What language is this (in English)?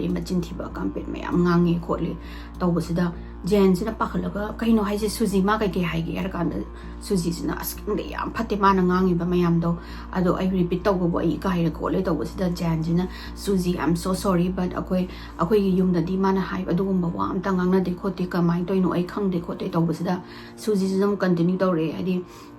Manipuri